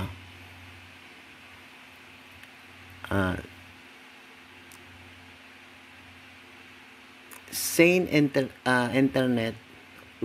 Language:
Filipino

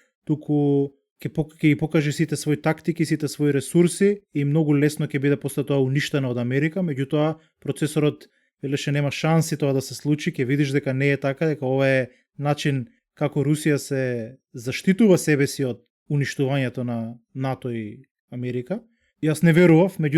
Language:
Macedonian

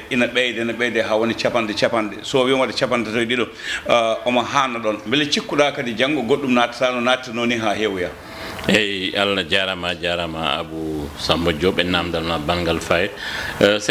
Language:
Fula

